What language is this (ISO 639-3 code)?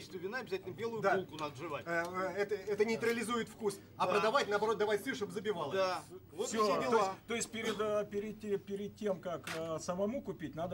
rus